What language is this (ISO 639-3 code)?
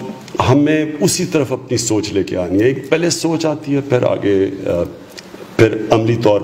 urd